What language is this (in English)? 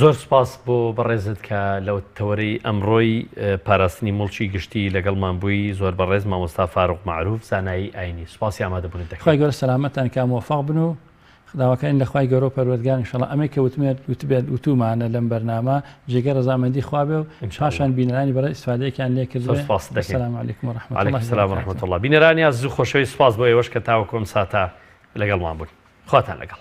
Central Kurdish